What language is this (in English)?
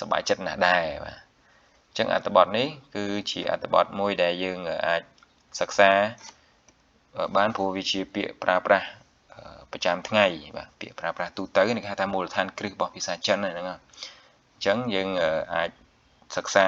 Khmer